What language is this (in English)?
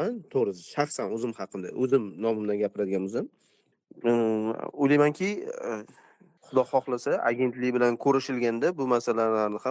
Uzbek